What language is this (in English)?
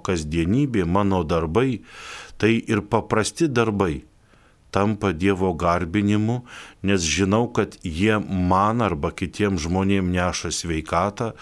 Lithuanian